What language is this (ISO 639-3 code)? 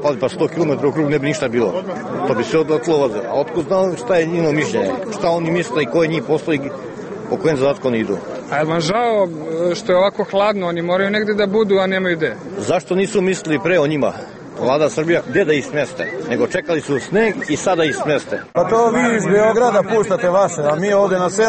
srp